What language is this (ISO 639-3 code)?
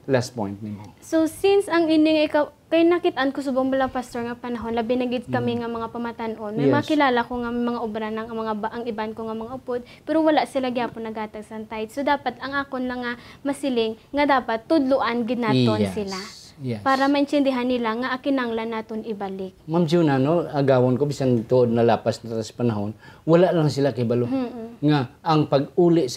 hil